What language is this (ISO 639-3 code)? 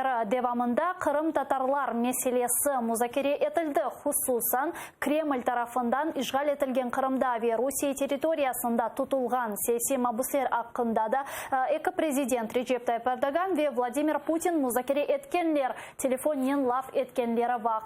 crh